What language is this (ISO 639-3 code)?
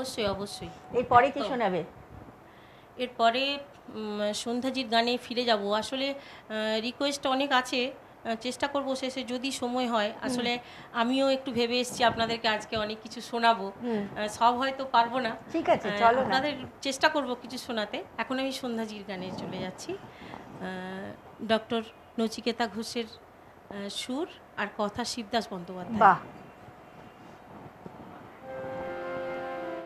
ben